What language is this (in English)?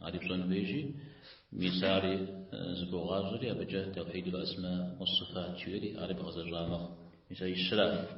Kabardian